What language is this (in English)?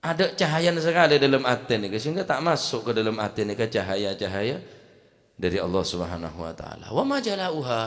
Madurese